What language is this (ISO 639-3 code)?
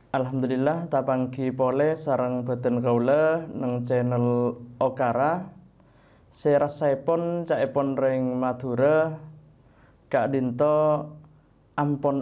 mad